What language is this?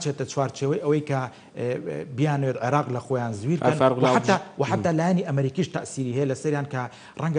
Central Kurdish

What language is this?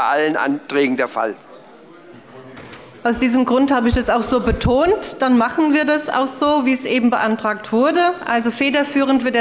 German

